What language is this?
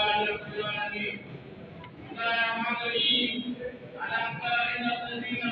Fula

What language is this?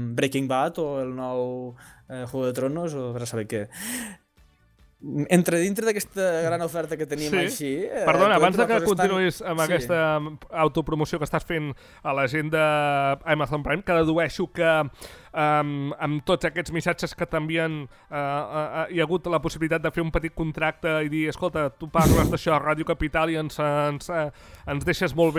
Catalan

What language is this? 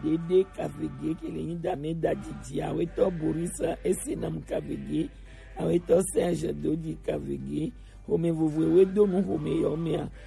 Gen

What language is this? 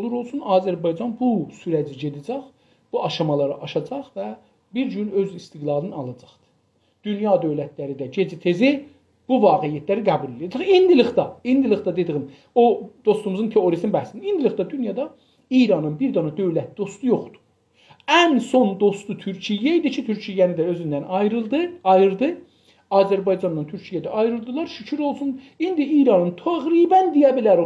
South Azerbaijani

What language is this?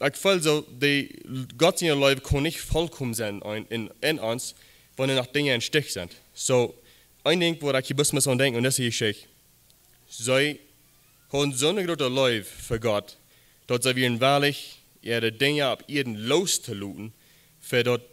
Plautdietsch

